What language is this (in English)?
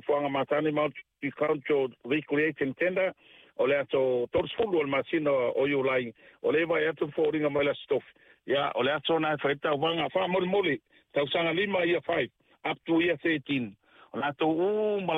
Samoan